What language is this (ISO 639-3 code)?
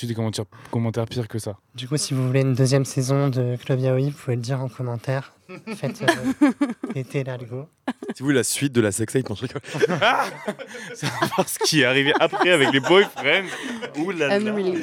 fra